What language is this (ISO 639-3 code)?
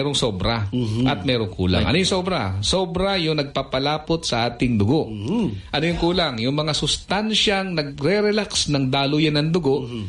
fil